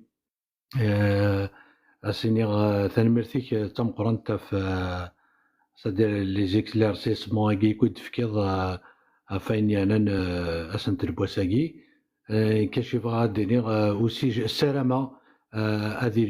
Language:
Kabyle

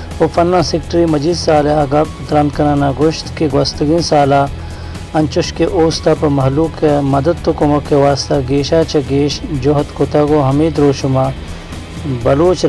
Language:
Baluchi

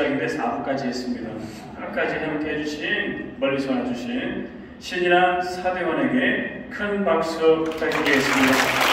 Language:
Korean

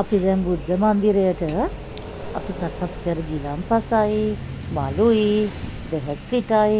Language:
Sinhala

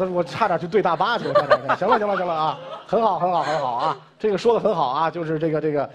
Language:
Chinese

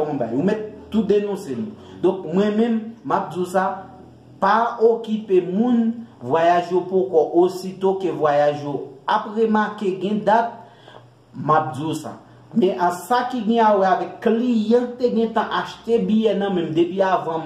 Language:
Haitian Creole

